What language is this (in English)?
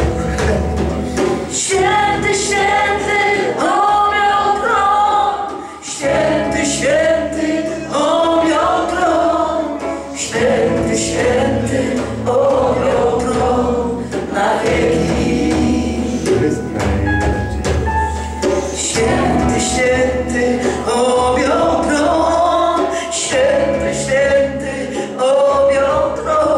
Polish